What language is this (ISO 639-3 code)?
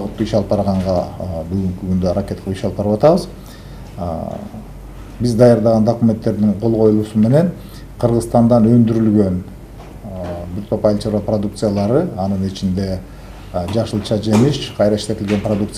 kir